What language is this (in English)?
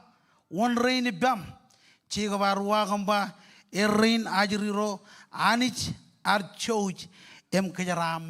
Marshallese